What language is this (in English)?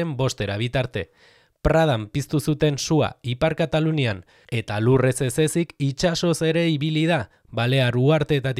Basque